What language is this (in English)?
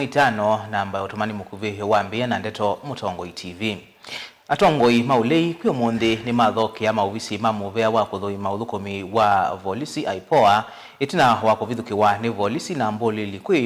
Kamba